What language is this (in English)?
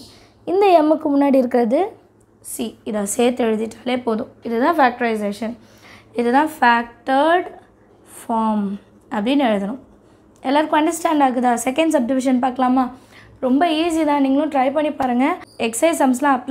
Tamil